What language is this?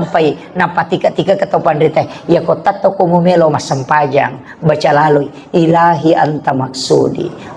Buginese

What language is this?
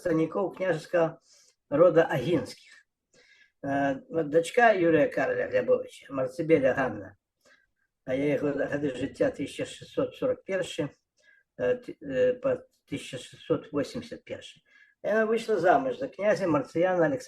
Belarusian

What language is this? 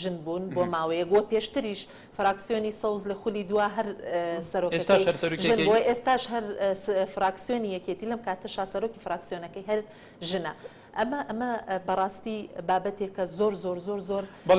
Central Kurdish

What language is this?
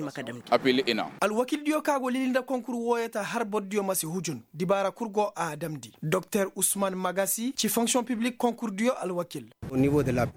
Koyraboro Senni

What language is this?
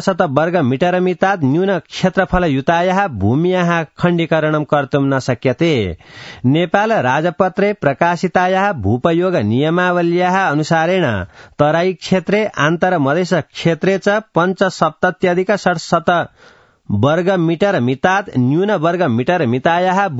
Sanskrit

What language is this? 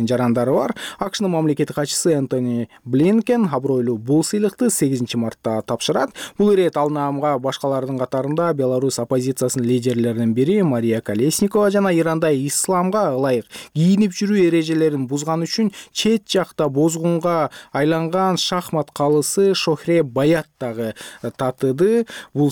Kyrgyz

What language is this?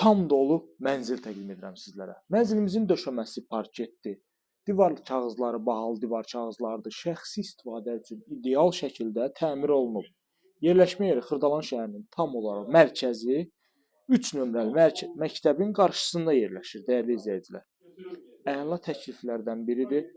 Azerbaijani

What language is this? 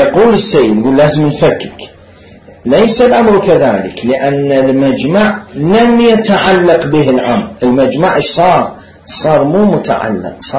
Mesopotamian Arabic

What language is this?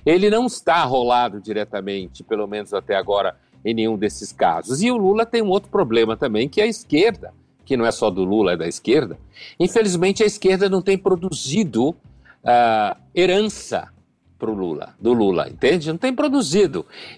Portuguese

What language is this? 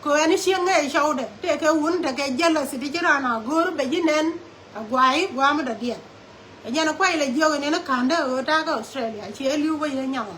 Nuer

